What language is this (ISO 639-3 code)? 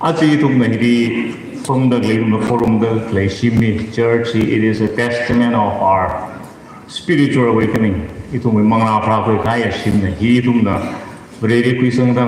nmf